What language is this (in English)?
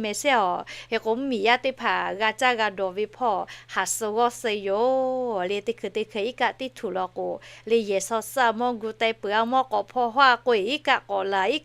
Lahu